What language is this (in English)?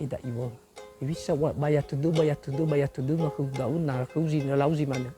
Nias